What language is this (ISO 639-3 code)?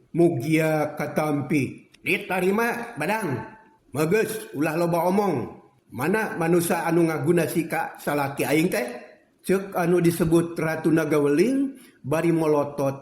sun